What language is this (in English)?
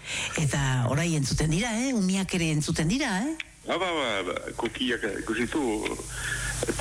Basque